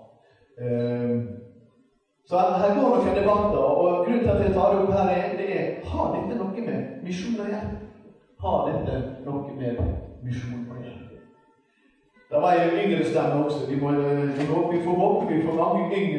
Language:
Norwegian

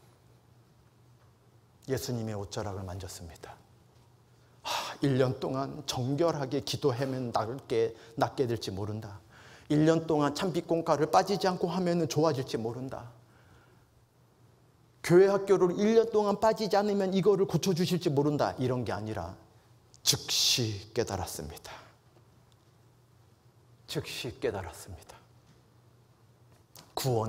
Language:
Korean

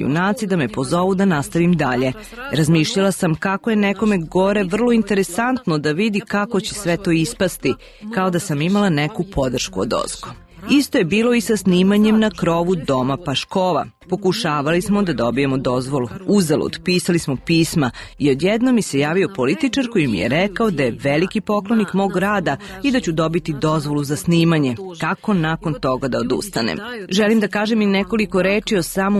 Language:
Serbian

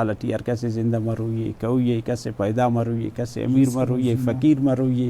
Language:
Brahui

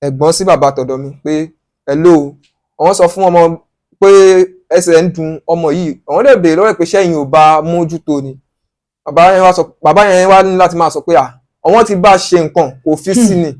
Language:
Yoruba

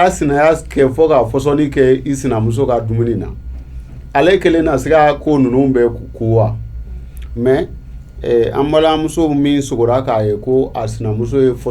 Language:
Bambara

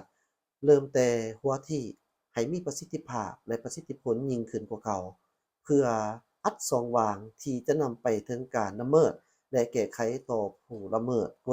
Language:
Lao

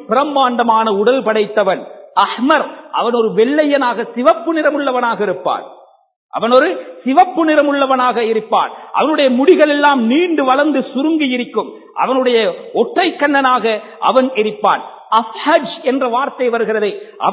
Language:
Tamil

